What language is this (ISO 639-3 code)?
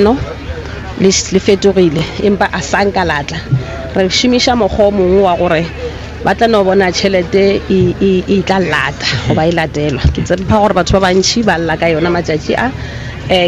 nso